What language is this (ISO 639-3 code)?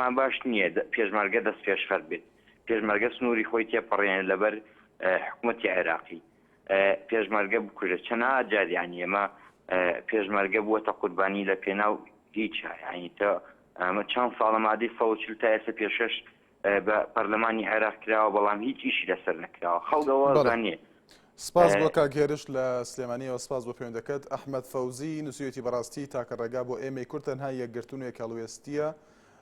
ckb